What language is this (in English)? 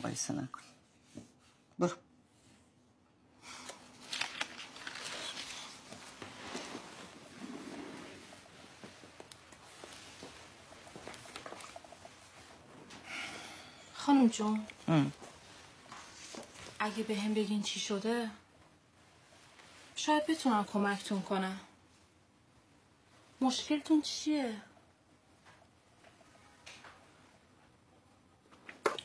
Persian